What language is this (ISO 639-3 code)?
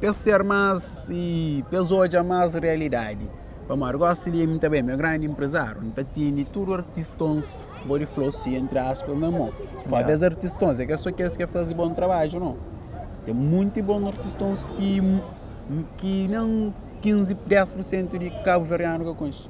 kea